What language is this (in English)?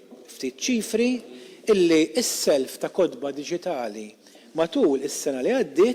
Maltese